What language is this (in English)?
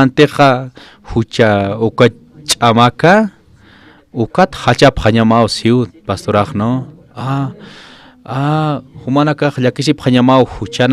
Aymara